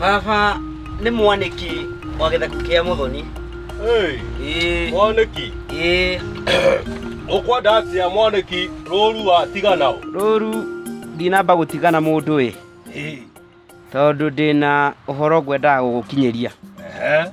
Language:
Kikuyu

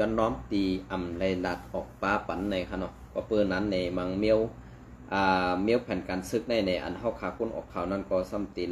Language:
Shan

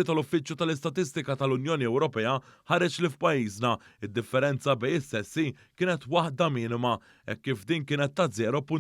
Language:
Maltese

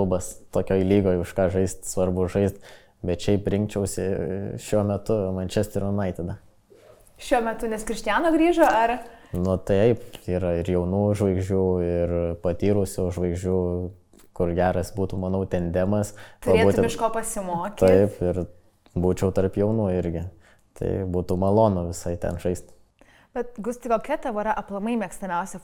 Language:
Lithuanian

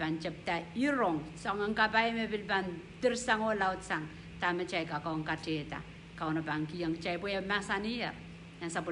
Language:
Pohnpeian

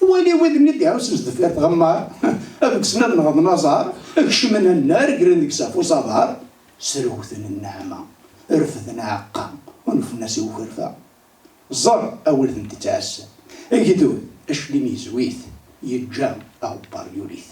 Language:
Kabyle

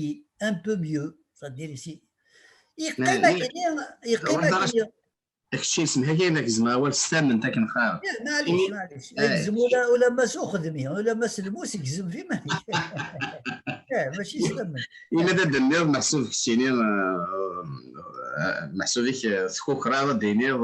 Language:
Kabyle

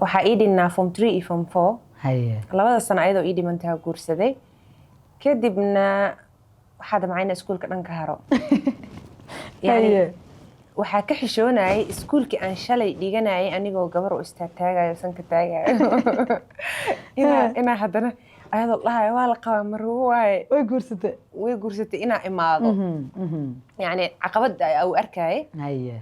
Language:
Somali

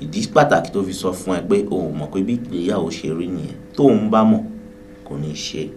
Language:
Yoruba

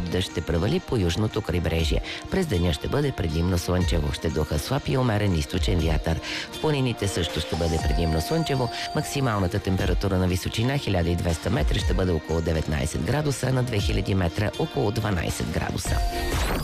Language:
Bulgarian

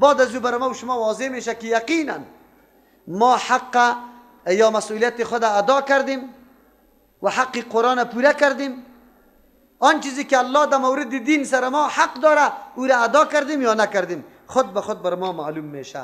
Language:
Persian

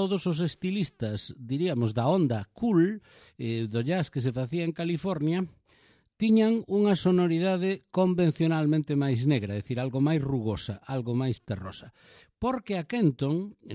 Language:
Galician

